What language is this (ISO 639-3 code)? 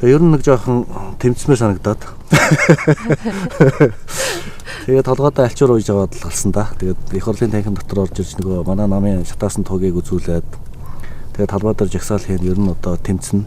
mon